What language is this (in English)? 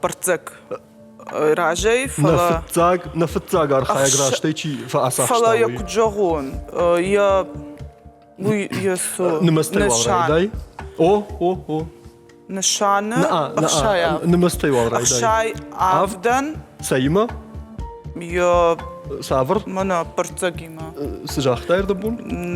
Ossetic